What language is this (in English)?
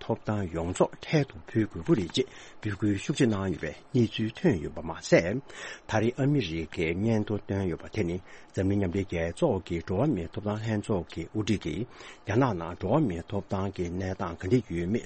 Tibetan